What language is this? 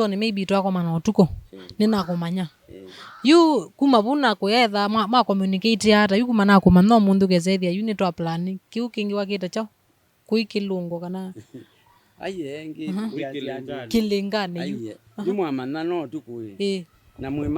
Kamba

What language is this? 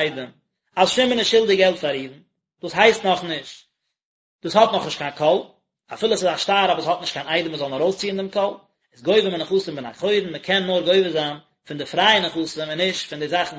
Yiddish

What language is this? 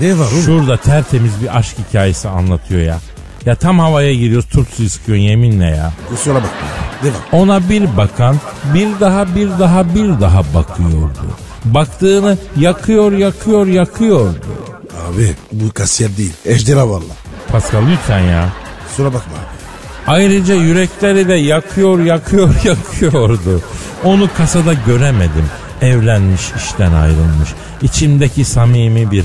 Turkish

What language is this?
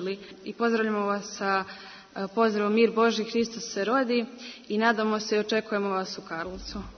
Serbian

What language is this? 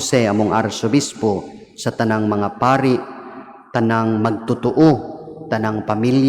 Cebuano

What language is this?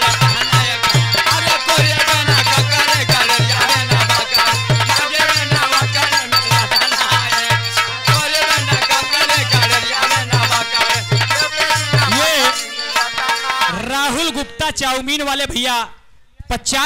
Bhojpuri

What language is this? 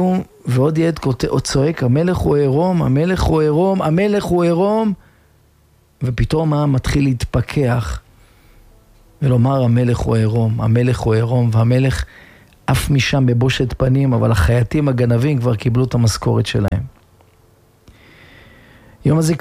Hebrew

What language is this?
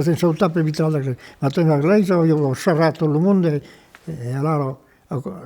Occitan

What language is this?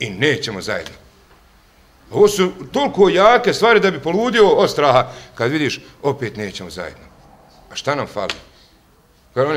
Bosnian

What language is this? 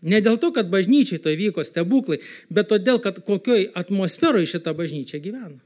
Lithuanian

